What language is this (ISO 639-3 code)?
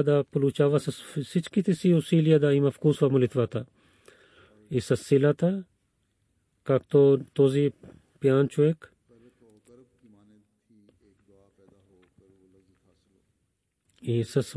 bul